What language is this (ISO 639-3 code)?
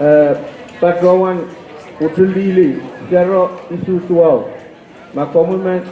pon